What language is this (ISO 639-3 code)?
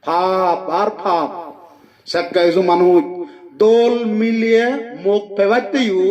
ccp